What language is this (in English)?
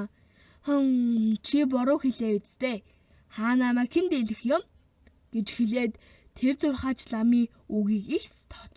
Mongolian